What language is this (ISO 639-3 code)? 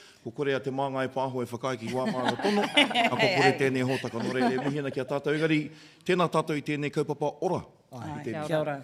mri